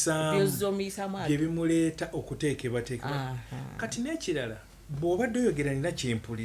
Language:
Ganda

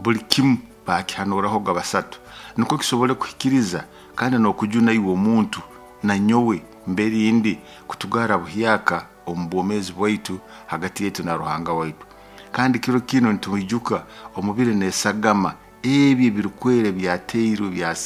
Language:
Nyoro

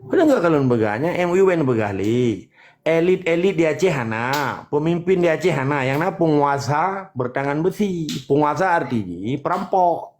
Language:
Achinese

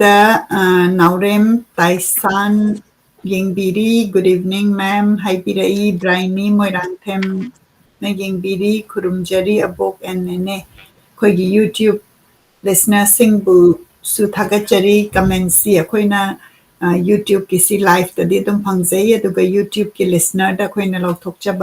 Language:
Manipuri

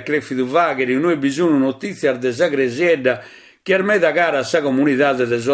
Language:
Sardinian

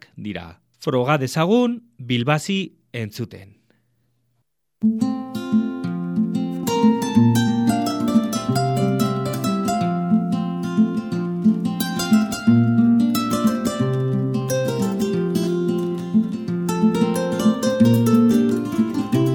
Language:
Basque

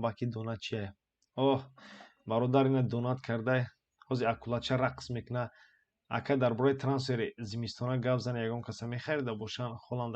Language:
Tajik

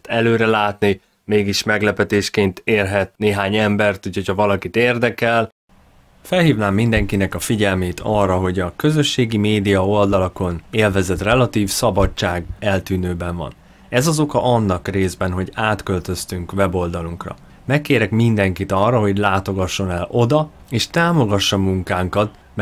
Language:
Hungarian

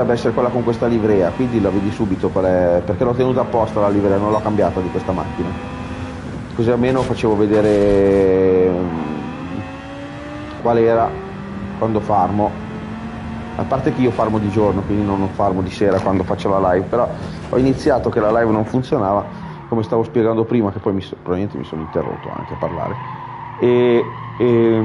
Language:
Italian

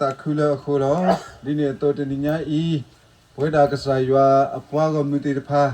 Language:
S'gaw Karen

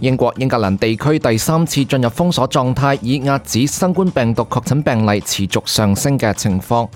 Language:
Cantonese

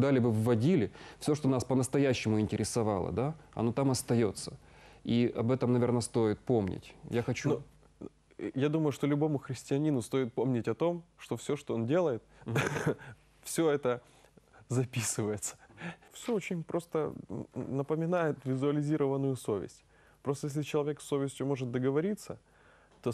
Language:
Russian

